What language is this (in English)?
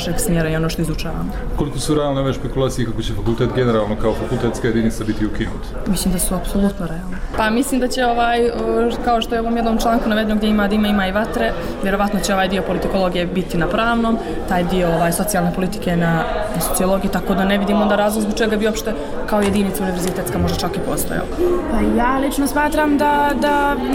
Bosnian